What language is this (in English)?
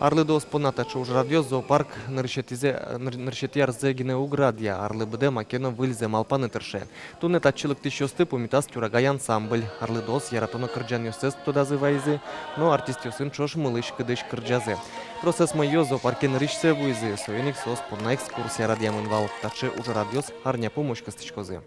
Udmurt